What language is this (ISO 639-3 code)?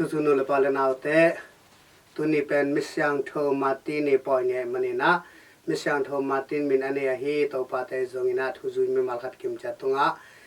ctd